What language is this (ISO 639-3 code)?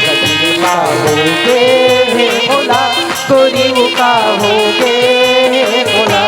hne